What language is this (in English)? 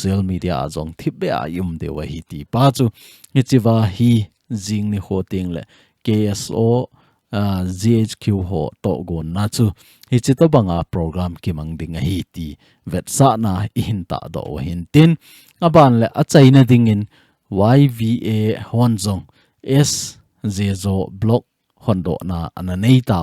Thado Chin